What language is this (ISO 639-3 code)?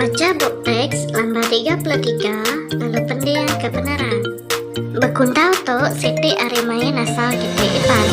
iba